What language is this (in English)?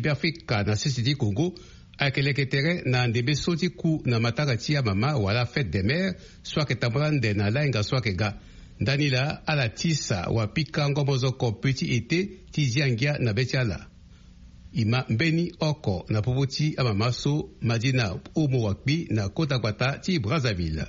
Sango